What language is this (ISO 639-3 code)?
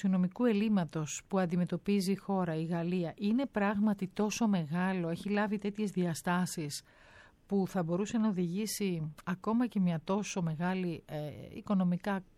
ell